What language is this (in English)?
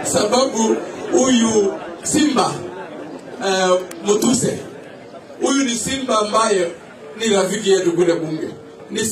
Swahili